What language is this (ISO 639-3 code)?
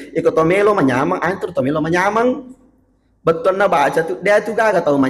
bug